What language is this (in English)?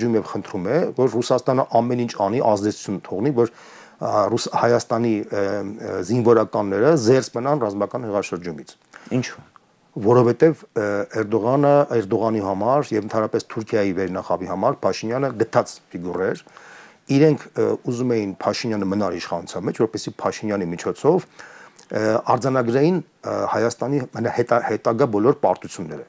Armenian